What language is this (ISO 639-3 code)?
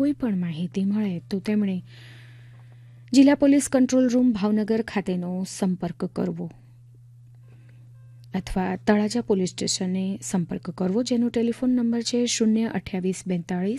guj